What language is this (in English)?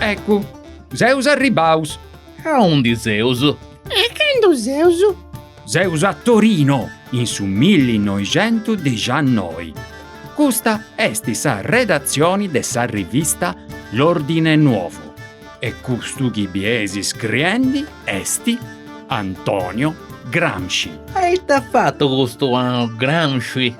Sardinian